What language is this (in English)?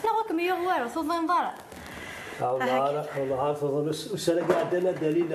Kabyle